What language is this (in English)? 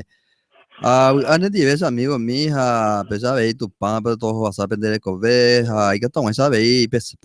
Guarani